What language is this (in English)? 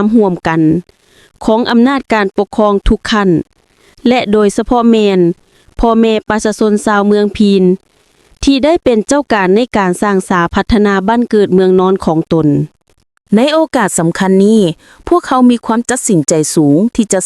Lao